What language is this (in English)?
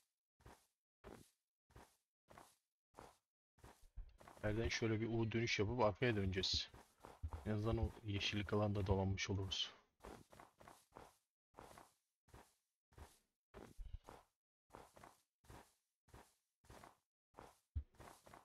Turkish